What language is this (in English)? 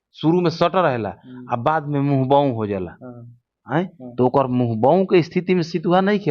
Bhojpuri